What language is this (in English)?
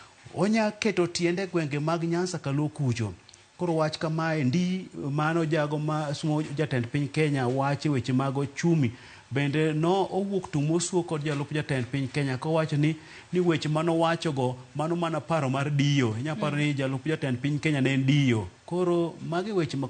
Luo (Kenya and Tanzania)